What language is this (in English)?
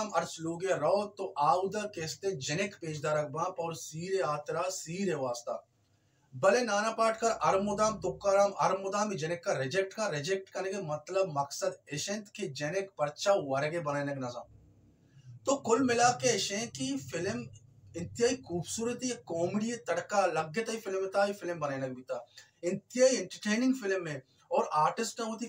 Baluchi